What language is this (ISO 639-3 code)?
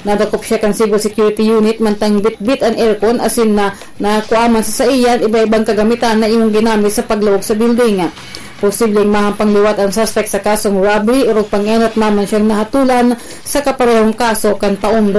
bik